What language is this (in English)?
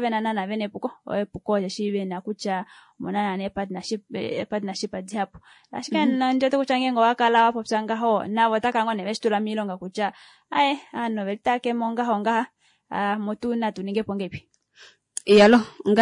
Kuanyama